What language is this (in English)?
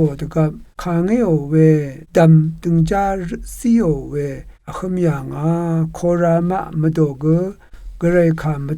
Rawang